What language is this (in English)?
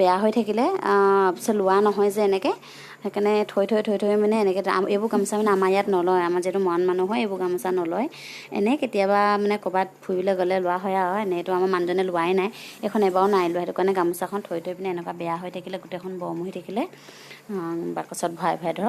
Assamese